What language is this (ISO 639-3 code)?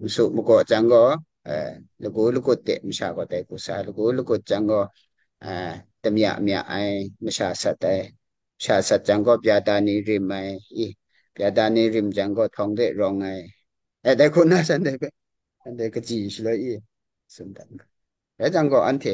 kac